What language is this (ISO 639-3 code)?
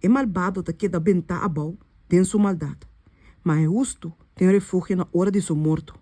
pap